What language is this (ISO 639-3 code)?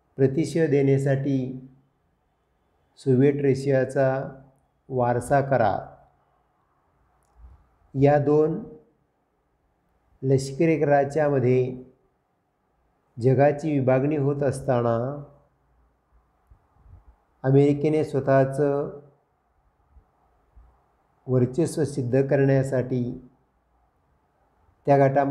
mar